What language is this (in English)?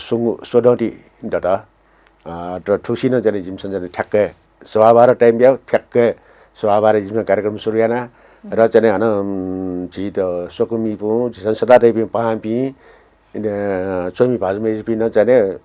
Newari